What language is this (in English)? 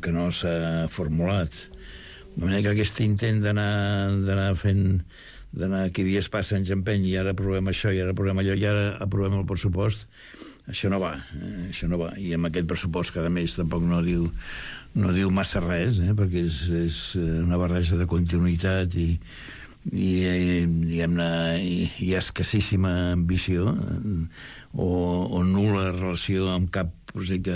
Catalan